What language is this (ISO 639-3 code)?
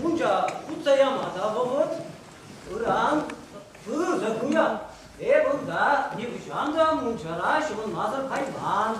chv